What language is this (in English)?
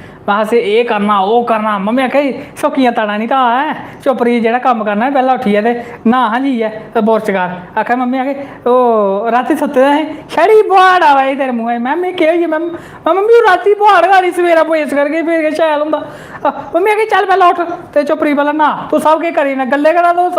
Dogri